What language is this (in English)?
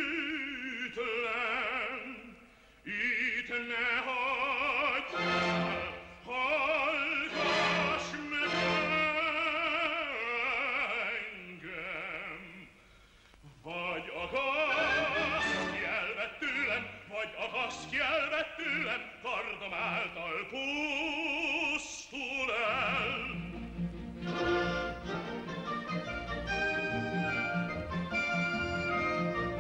Hungarian